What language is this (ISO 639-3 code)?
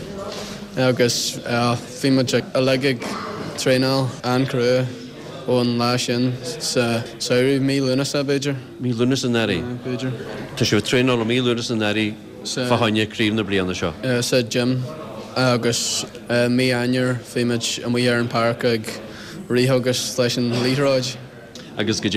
gle